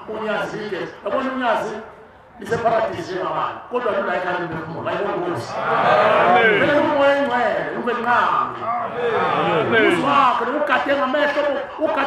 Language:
Zulu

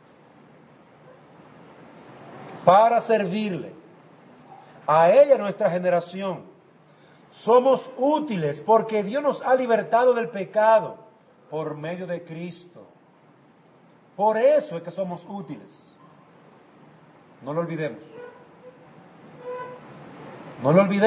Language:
Spanish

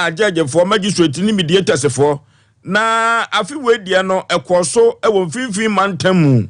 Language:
Akan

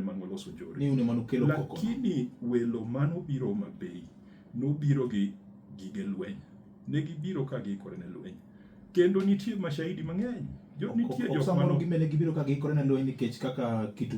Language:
Luo (Kenya and Tanzania)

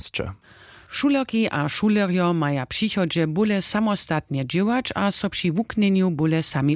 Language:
Upper Sorbian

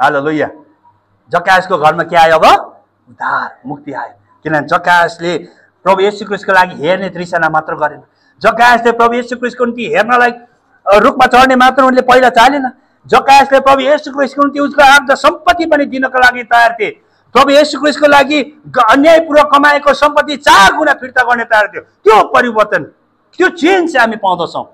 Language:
Nepali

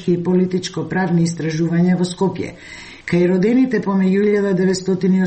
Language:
Macedonian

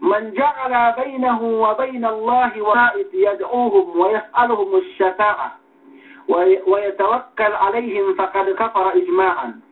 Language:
Yakan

